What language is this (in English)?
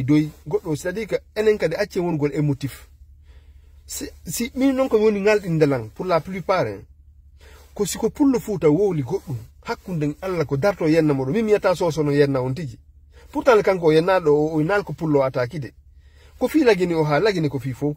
Fula